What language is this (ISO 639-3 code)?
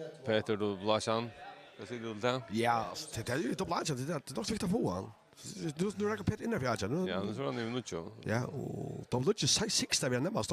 fao